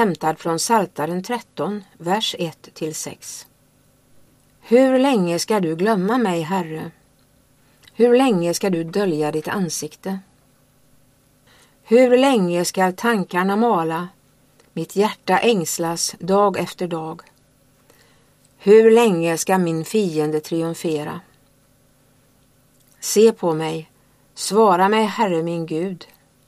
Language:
Swedish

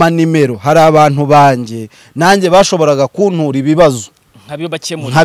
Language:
Kinyarwanda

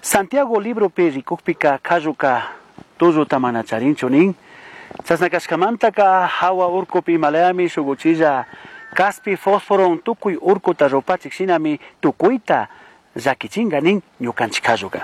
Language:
Chimborazo Highland Quichua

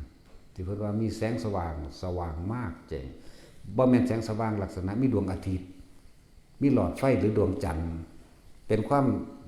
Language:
Northeastern Thai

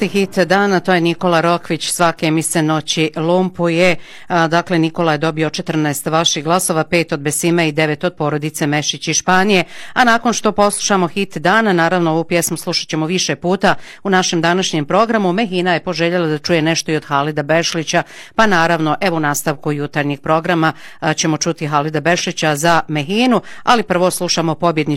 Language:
Bosnian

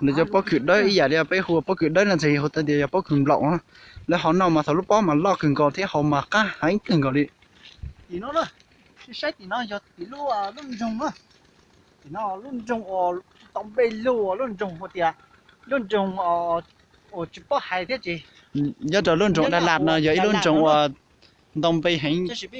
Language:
Hmong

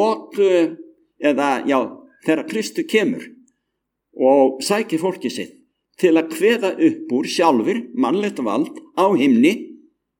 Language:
Icelandic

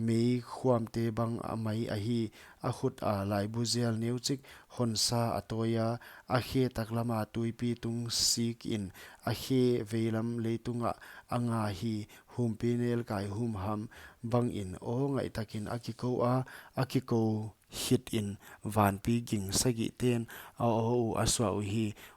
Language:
Paite Chin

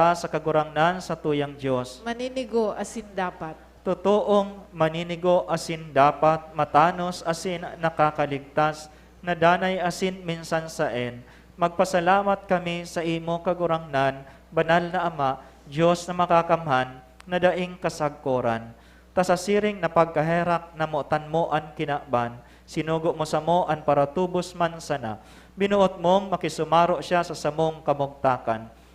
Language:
Bikol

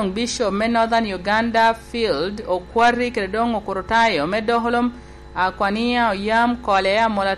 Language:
Lango (Uganda)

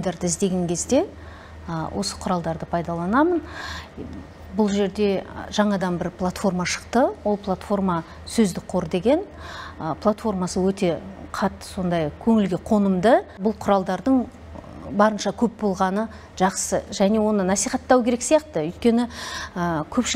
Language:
Kazakh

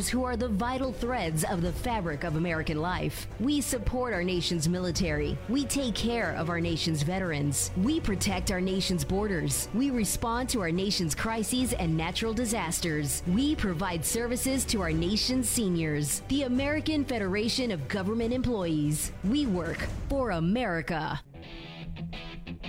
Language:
English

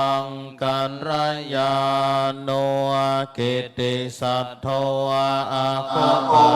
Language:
Pali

